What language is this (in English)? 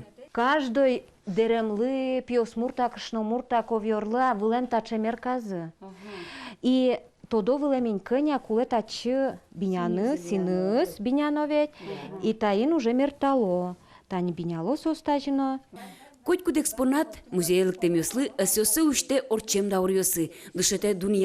Udmurt